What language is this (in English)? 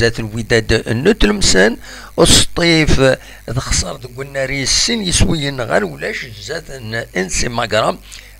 Kabyle